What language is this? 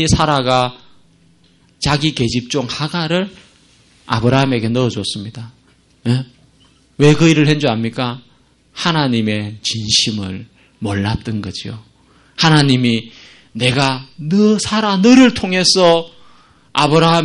Korean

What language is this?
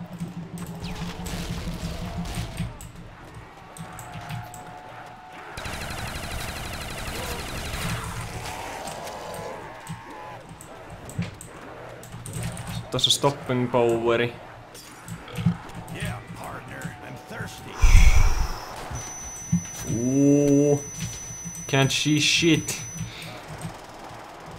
Finnish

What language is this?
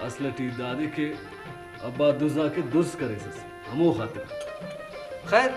Brahui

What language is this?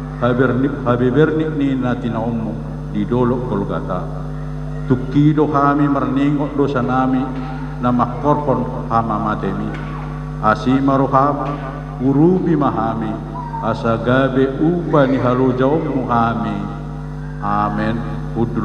Batak Toba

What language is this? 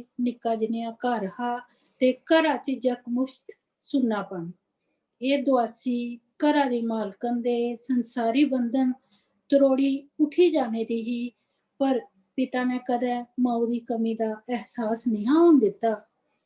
Dogri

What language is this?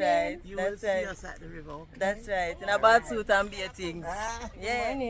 Jamaican Creole English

